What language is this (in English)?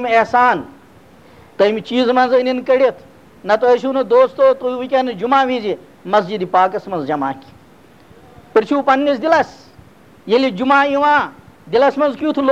Kashmiri